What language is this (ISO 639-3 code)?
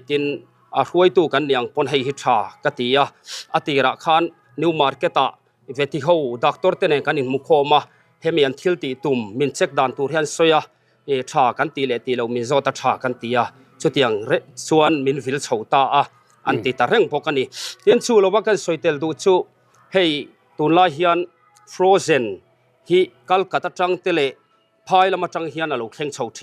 lus